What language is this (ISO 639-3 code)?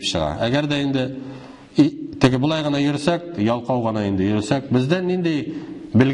tat